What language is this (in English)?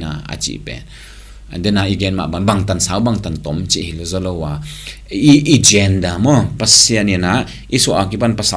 Tedim Chin